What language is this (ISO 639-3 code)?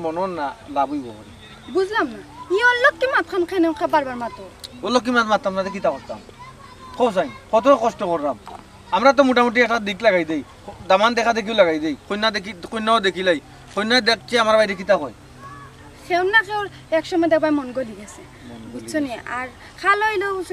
syl